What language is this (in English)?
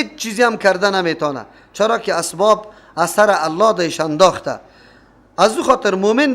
Persian